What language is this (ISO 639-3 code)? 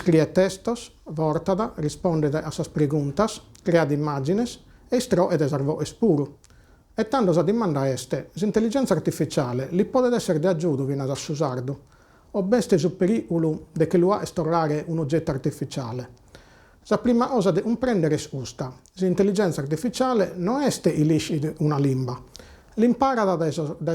srd